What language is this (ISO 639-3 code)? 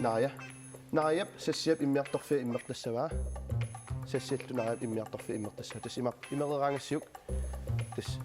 kal